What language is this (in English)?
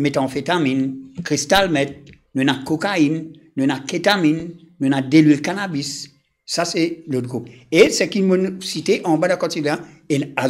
Morisyen